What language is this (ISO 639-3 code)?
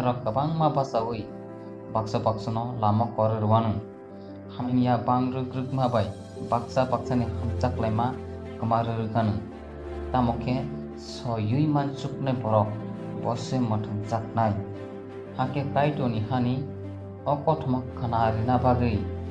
trp